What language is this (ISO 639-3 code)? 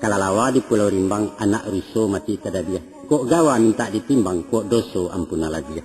min